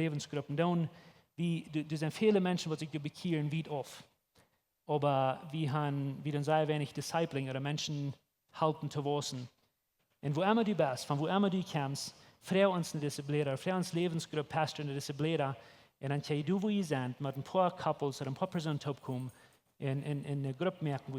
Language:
Plautdietsch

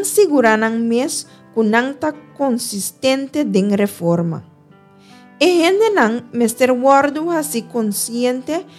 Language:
Papiamento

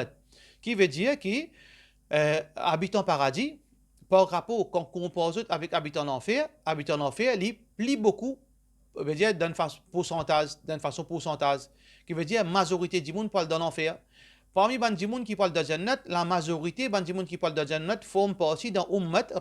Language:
Morisyen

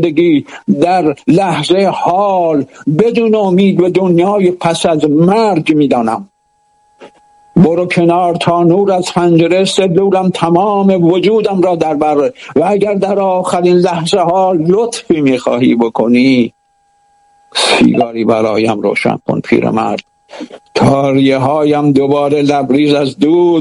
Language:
Persian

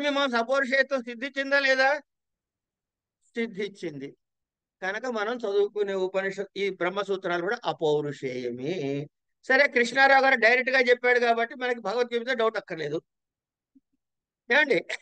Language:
Telugu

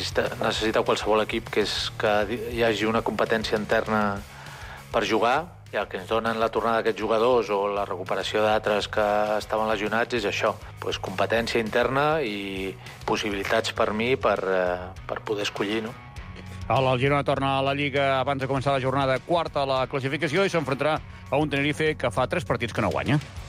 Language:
Catalan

